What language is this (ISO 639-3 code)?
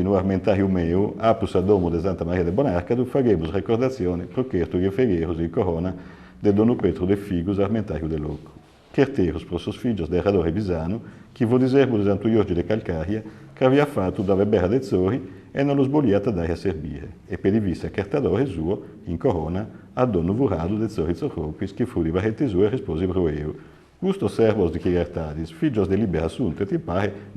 srd